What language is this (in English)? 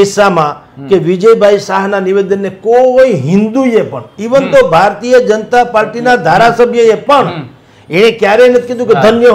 Gujarati